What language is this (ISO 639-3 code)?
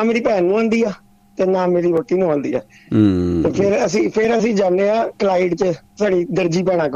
pan